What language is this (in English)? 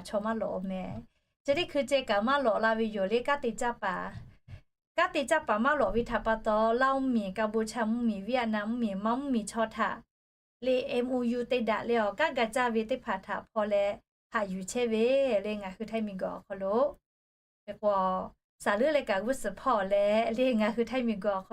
Lahu